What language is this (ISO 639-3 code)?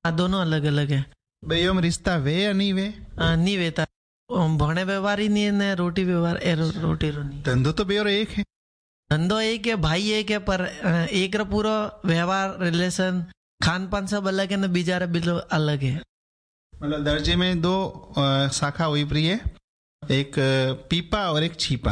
hin